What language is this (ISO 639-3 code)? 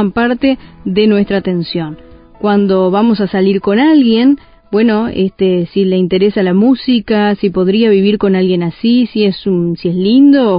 spa